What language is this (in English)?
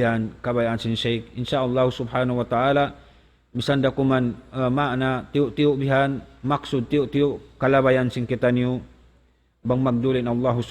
Tausug